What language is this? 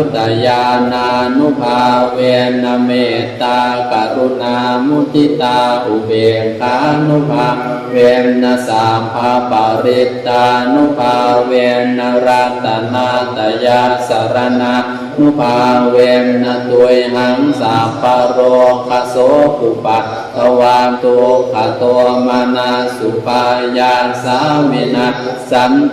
Pali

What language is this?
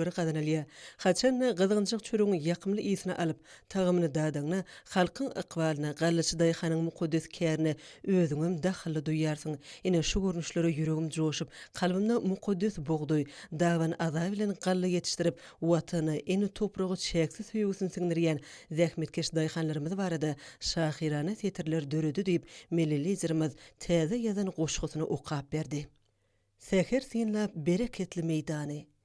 Turkmen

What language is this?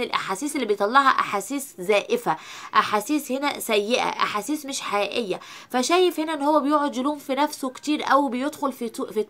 Egyptian Arabic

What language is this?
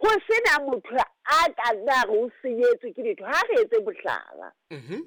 Southern Sotho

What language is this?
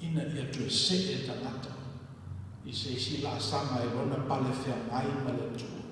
Samoan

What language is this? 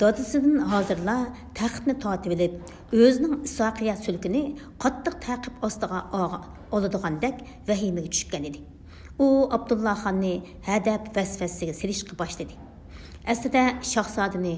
Uyghur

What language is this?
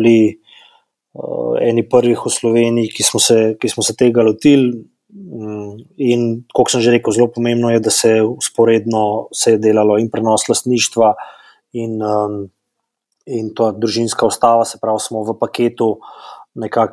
Slovenian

